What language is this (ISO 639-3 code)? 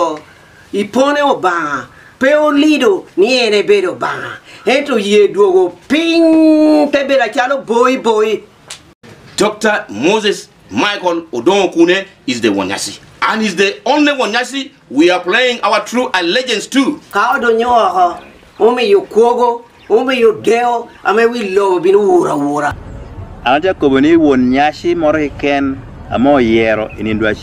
laj